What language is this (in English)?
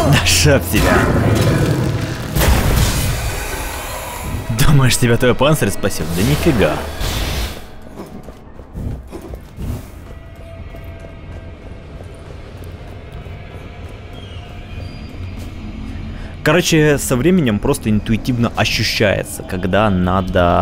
Russian